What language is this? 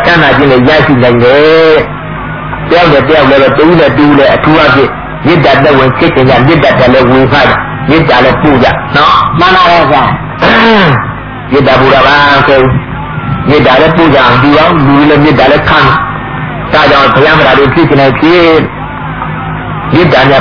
Burmese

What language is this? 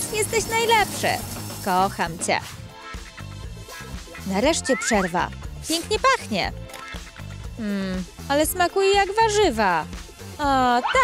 Polish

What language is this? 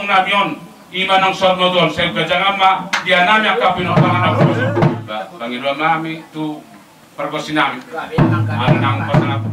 Batak Toba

